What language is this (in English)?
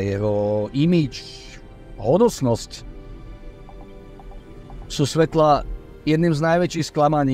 Slovak